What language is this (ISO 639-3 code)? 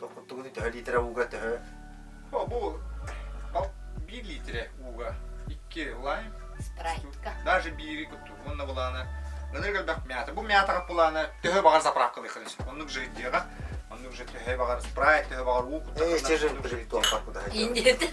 sah